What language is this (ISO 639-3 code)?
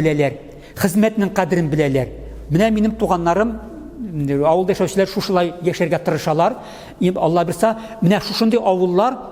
tat